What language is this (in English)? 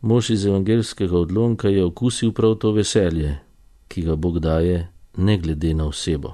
Slovenian